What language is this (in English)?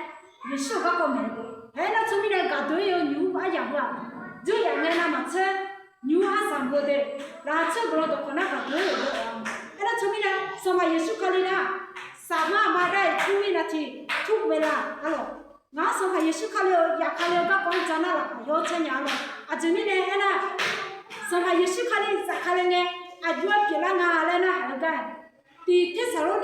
Akha